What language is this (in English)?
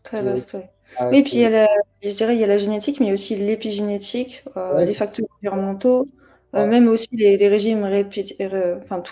French